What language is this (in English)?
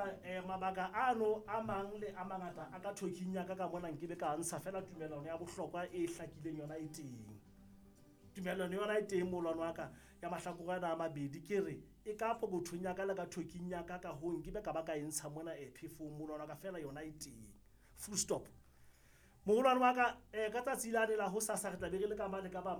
Southern Sotho